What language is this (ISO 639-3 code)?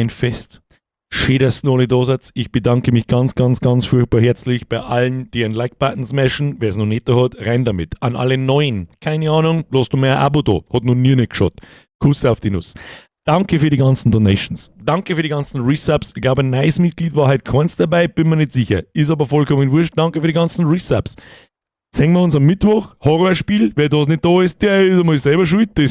bar